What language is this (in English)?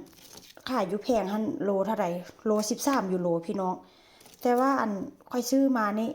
Northeastern Thai